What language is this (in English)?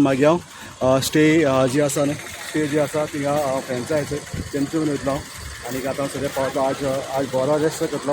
Konkani